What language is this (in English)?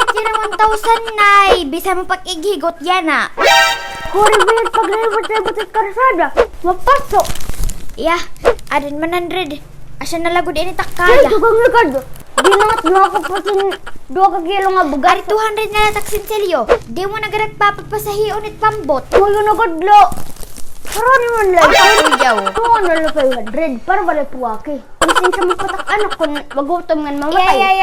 Waray